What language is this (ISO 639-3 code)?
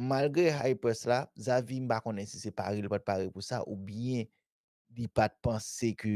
hat